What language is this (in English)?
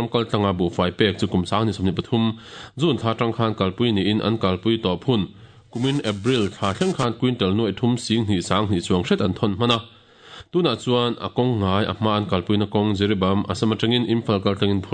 Mizo